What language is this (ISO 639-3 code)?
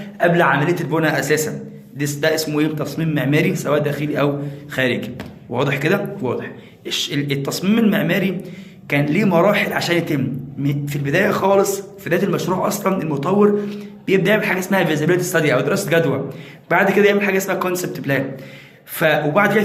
arz